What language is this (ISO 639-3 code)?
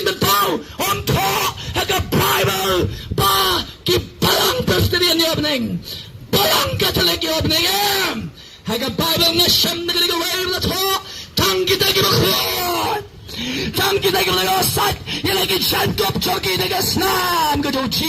kha